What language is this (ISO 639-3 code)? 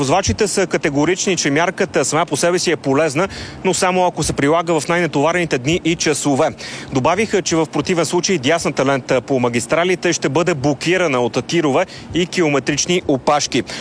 bul